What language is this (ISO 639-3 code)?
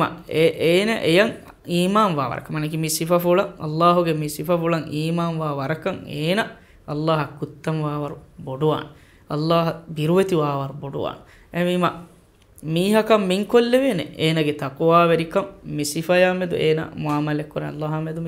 div